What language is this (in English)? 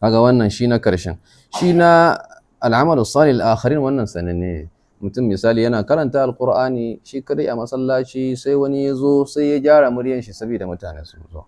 Hausa